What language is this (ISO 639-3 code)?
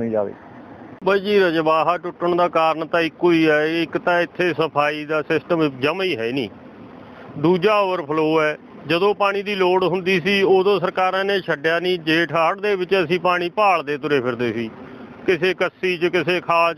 pan